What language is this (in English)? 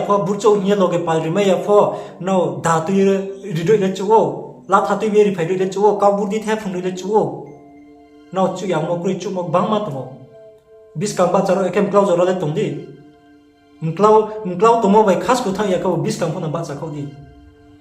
Riang (India)